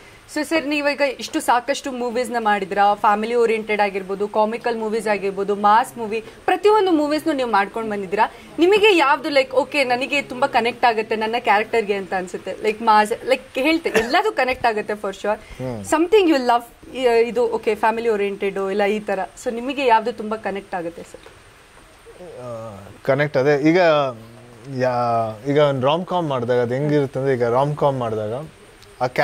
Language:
Kannada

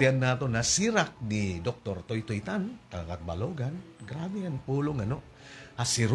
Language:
Waray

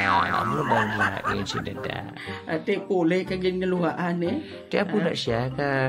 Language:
Hiligaynon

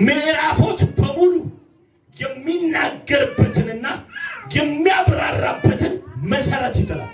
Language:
Amharic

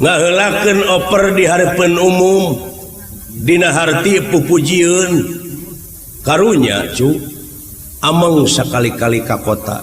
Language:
Sundanese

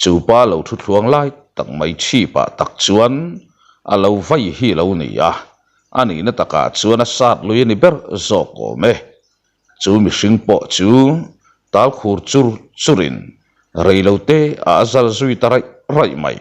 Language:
Mizo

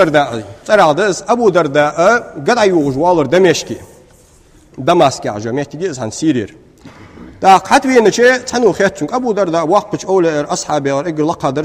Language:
Ingush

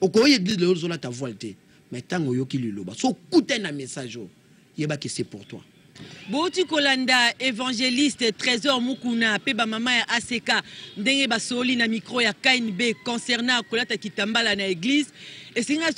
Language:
Lingala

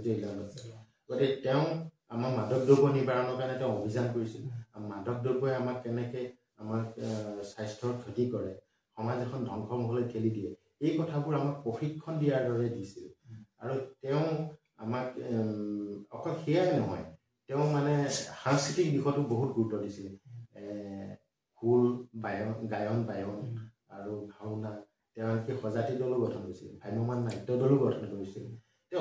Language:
Assamese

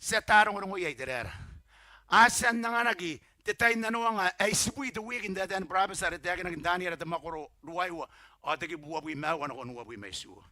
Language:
Gilbertese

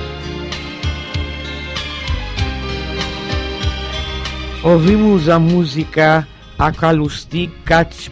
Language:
Portuguese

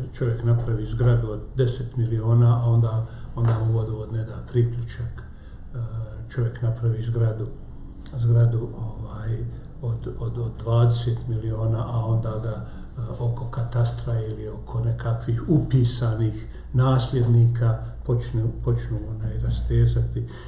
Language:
Bosnian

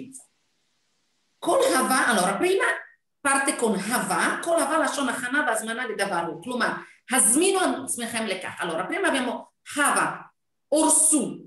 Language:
Italian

